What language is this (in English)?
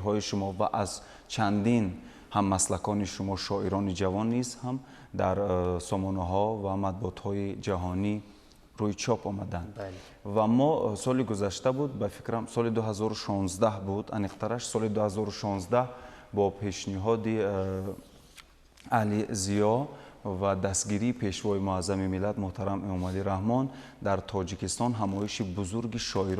Tajik